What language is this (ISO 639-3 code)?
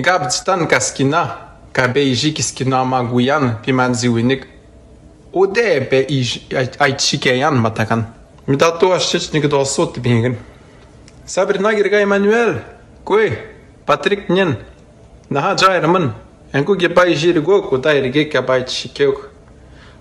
atj